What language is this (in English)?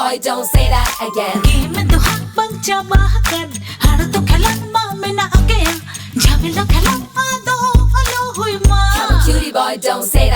Santali